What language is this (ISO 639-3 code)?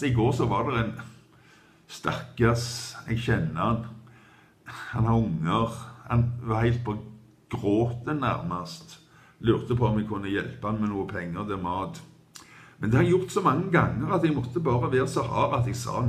nor